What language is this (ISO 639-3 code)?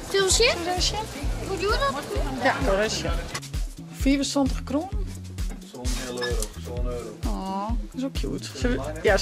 fry